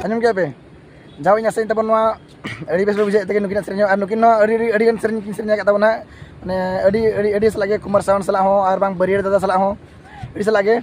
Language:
Santali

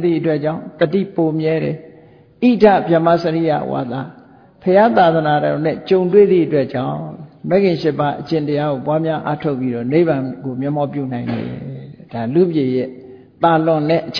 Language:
Burmese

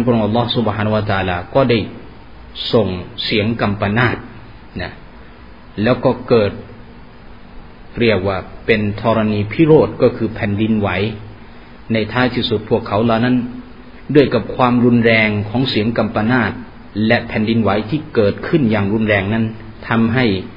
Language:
Thai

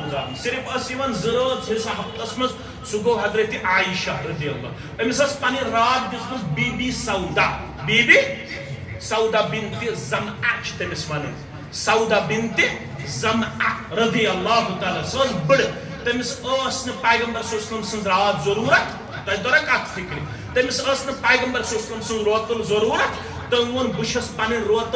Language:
Kashmiri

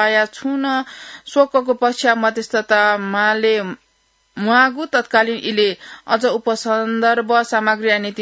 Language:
Newari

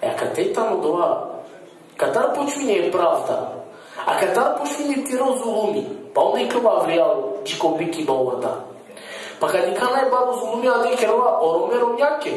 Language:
Balkan Romani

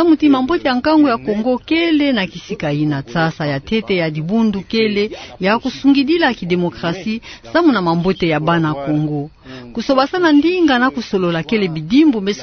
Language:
Kituba (Democratic Republic of Congo)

